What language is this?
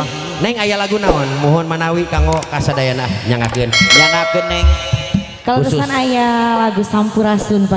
Sundanese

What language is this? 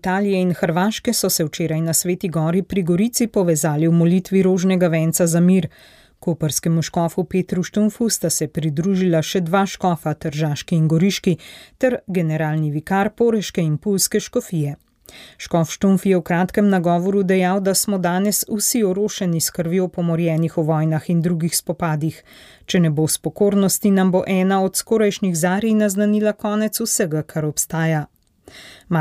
Slovenian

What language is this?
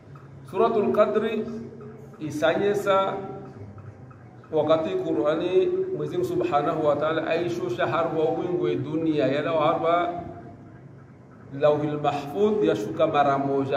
Swahili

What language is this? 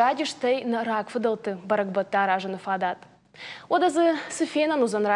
Ossetic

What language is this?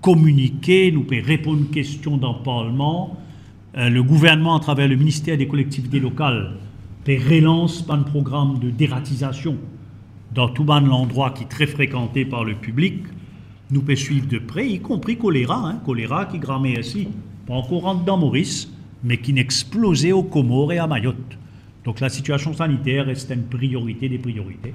Morisyen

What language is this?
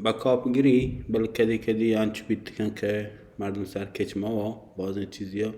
Baluchi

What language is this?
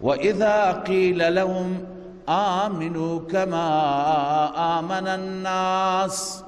Persian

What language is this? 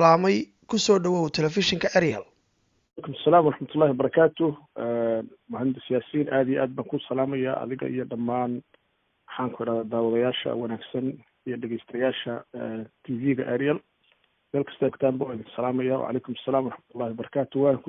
Somali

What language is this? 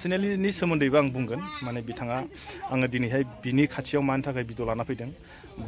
Bodo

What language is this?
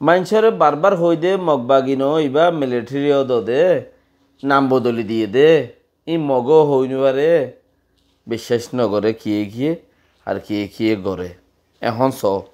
Rohingya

